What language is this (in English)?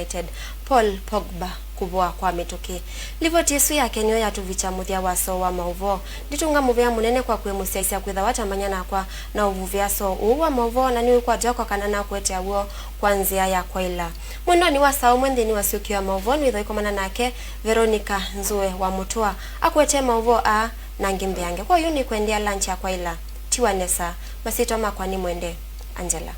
Kamba